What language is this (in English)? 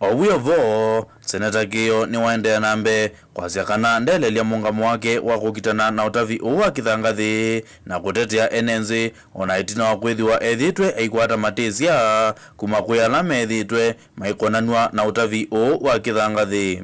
Kamba